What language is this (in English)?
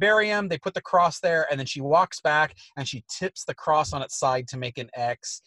English